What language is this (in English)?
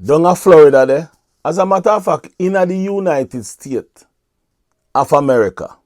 Jamaican Creole English